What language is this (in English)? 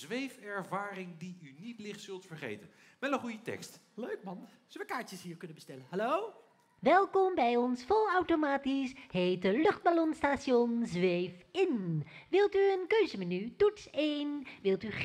Dutch